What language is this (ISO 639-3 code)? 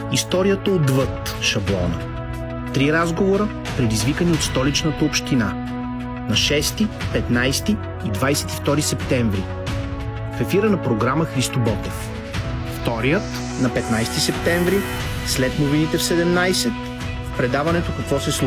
bul